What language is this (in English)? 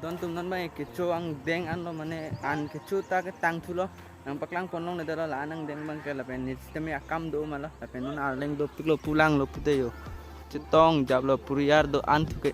Karbi